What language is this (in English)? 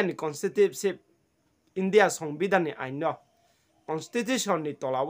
Riang (India)